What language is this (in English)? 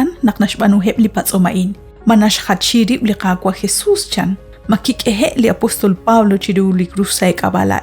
Kekchí